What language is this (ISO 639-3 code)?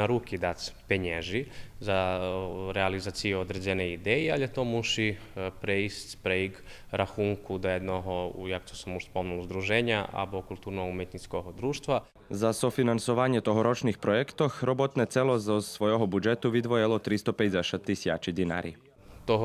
rue